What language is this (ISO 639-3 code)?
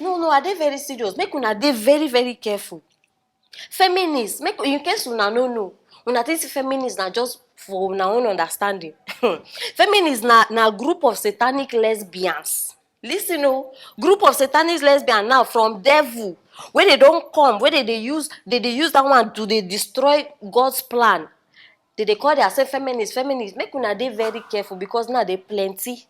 pcm